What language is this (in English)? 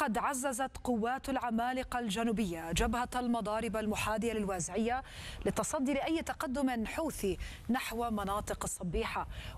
Arabic